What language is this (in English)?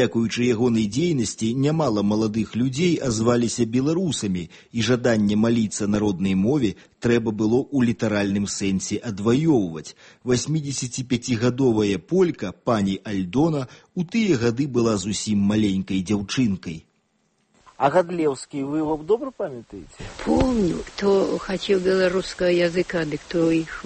Belarusian